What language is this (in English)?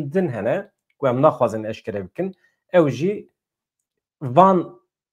Kurdish